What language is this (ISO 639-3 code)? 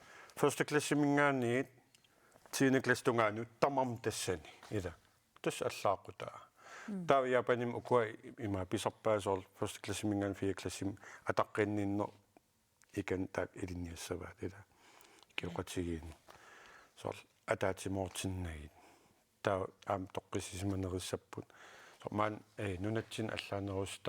kal